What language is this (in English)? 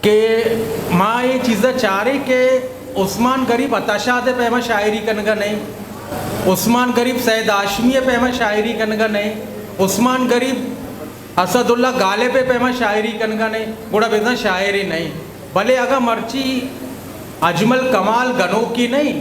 Eastern Balochi